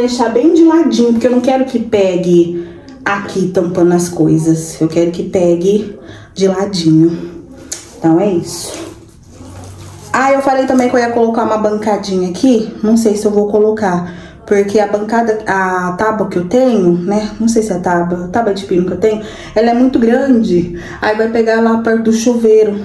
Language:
Portuguese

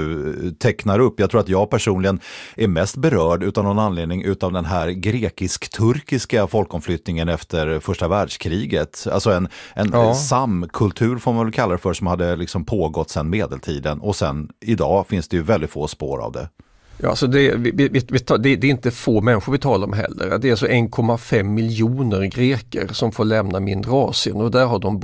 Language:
Swedish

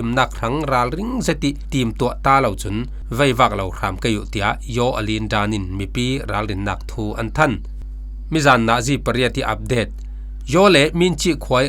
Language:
Falam Chin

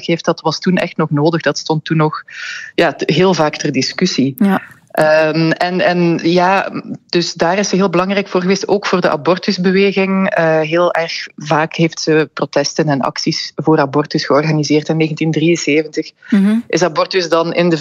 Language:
Dutch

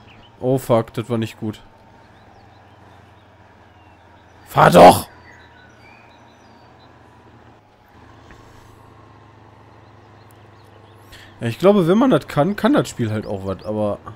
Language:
German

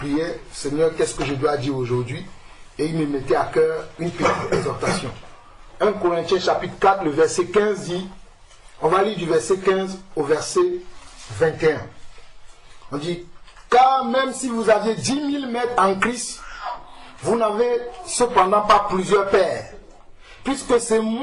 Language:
French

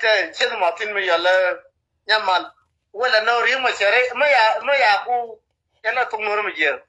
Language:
Nuer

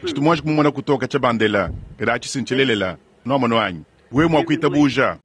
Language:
Luba-Lulua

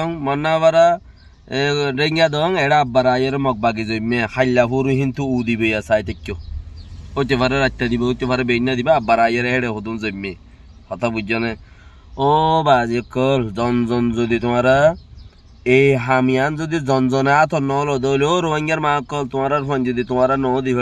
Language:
Rohingya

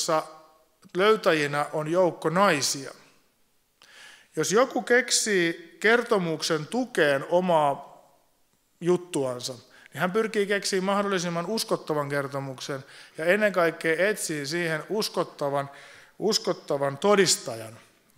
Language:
Finnish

